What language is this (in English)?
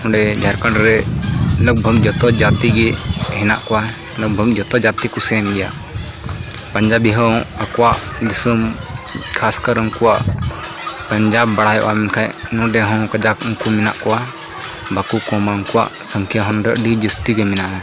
Santali